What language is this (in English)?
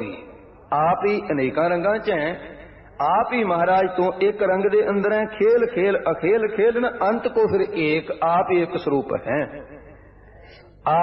Punjabi